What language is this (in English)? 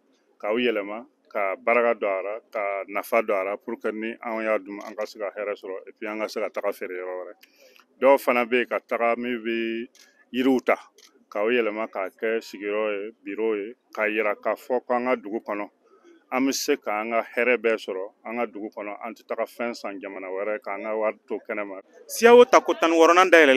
Bambara